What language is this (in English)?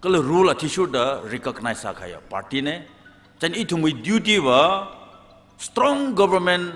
Tangkhul Naga (India)